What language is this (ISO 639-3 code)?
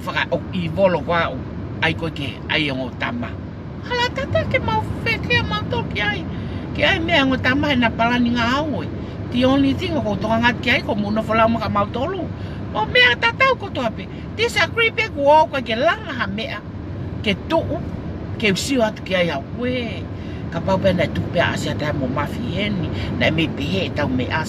ton